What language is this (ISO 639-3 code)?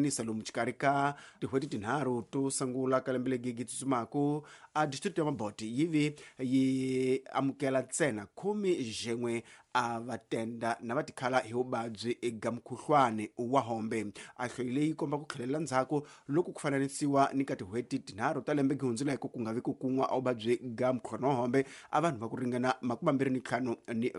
tso